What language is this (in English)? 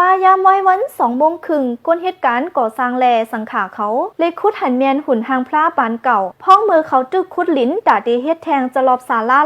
Shan